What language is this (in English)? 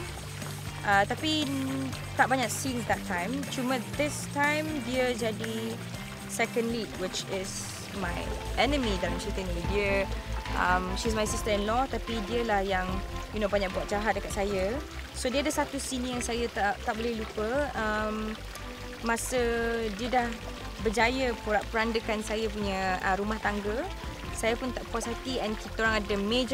Malay